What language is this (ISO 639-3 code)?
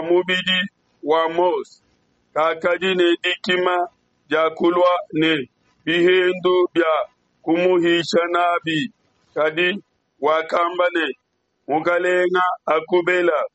lua